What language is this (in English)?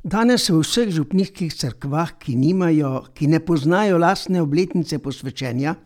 Slovenian